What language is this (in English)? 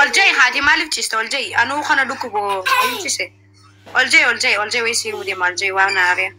Oromo